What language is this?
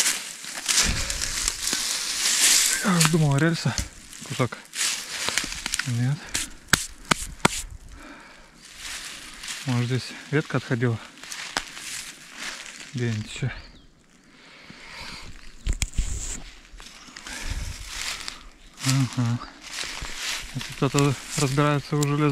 Russian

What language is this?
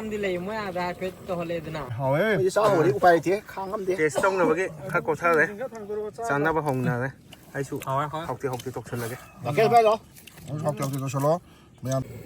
Manipuri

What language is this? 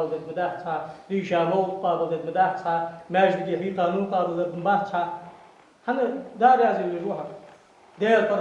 Ingush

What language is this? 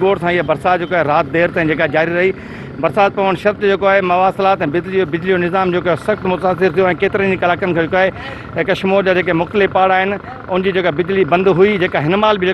Sindhi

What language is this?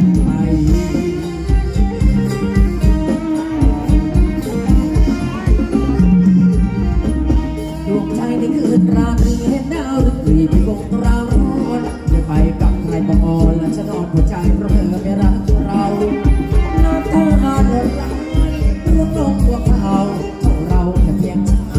Thai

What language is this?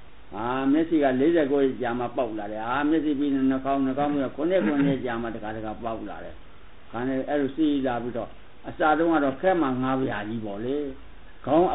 Burmese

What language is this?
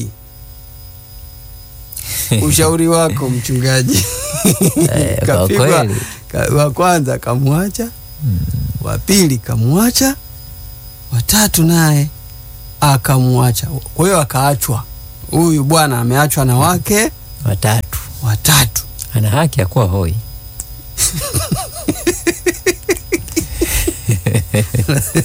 Swahili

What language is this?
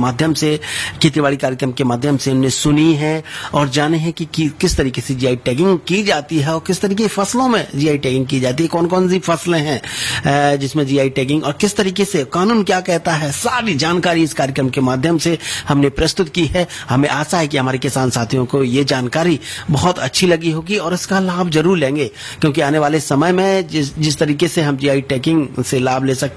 Hindi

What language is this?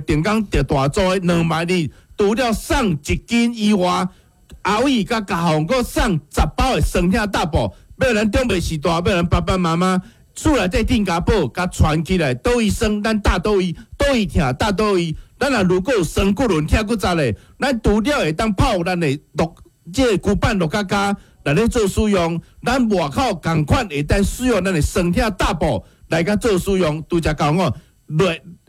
Min Nan Chinese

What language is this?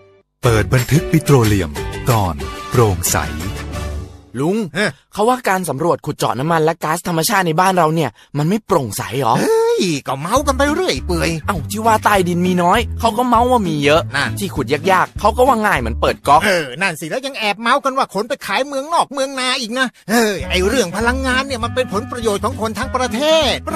Thai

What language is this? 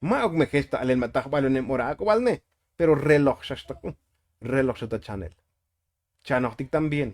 Tzotzil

